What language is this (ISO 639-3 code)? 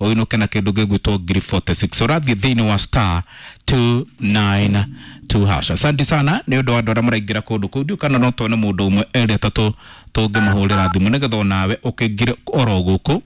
kik